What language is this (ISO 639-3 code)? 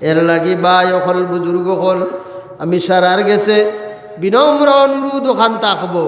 syl